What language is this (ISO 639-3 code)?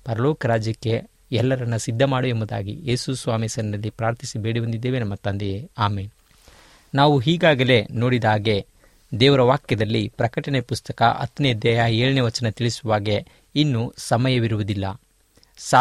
kan